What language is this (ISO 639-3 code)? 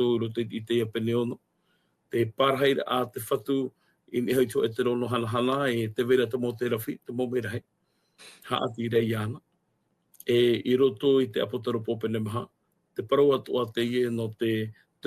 tah